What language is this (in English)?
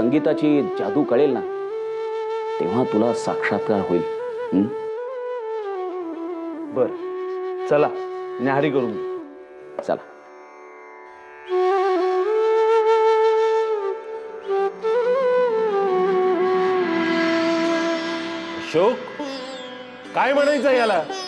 Marathi